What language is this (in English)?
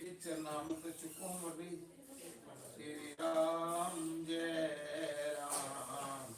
Dogri